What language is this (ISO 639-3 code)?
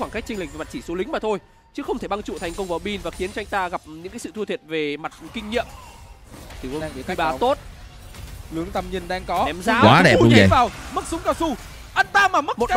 vie